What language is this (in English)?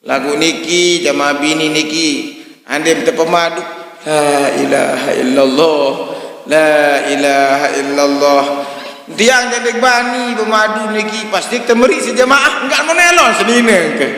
Sasak